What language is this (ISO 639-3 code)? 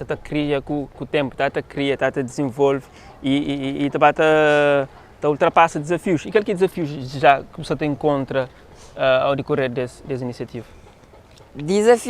kea